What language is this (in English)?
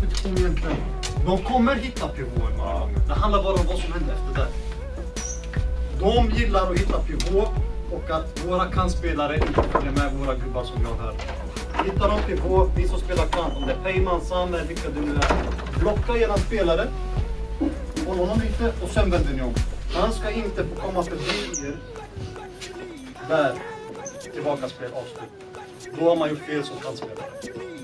Swedish